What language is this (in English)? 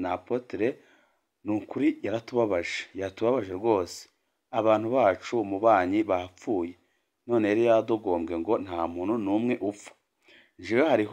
Rundi